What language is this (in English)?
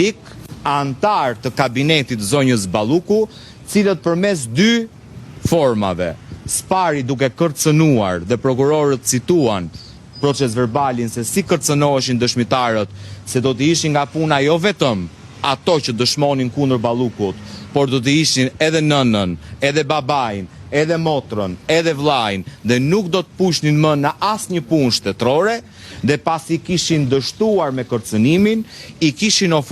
Albanian